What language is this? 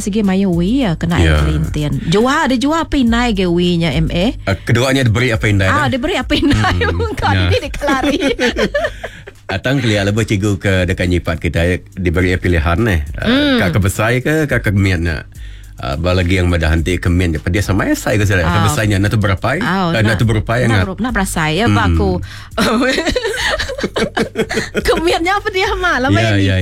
Malay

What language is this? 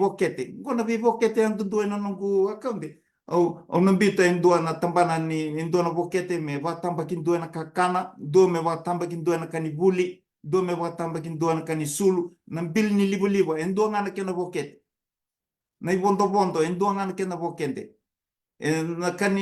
Fijian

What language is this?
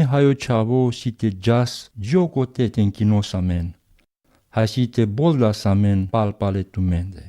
Romany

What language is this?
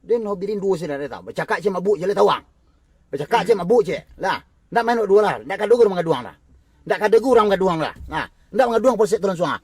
Minangkabau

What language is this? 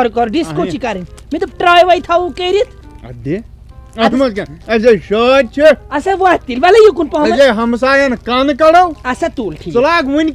Kashmiri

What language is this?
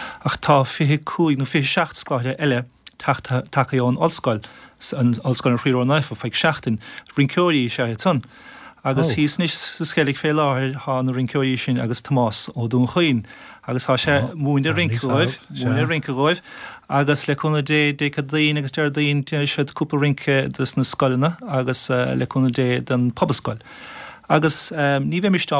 Irish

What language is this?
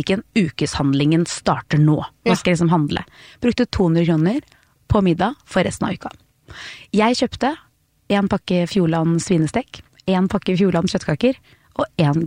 Norwegian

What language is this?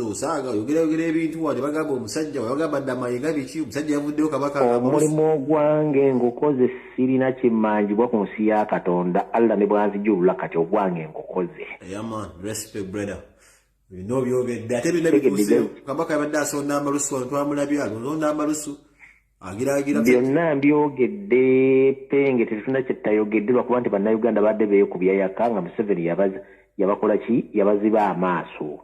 Ganda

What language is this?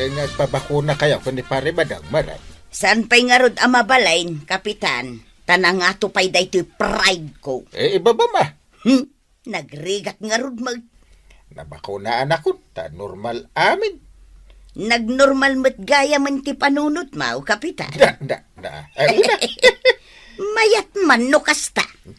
Iloko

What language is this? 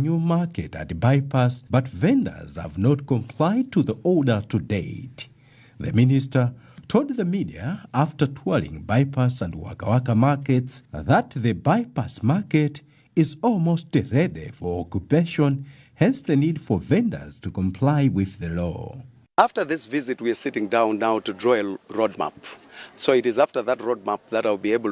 English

